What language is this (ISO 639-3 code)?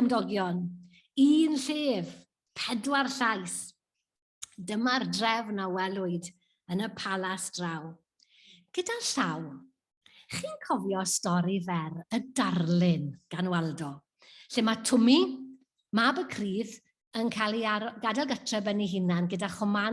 cym